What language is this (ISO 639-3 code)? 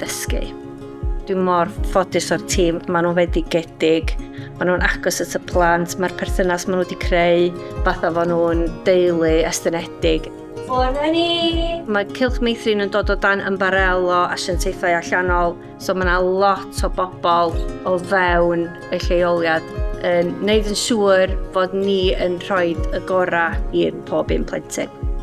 cym